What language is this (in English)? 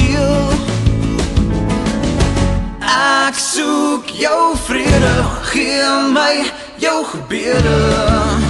Afrikaans